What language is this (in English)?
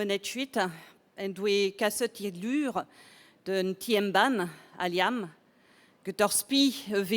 Breton